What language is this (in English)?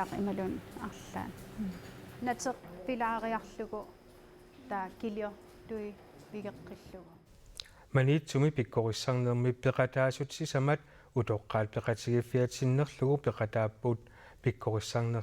Kalaallisut